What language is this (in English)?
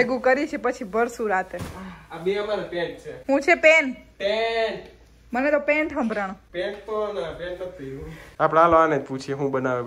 Gujarati